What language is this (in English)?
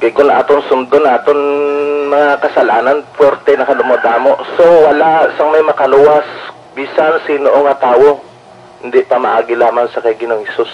Hiligaynon